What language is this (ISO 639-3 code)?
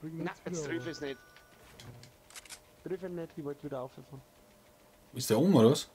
bar